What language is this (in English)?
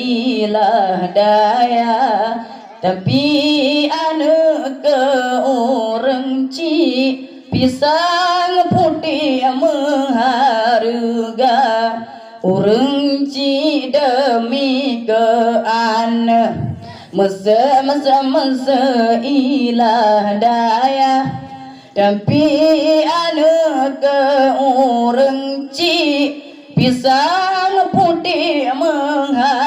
Achinese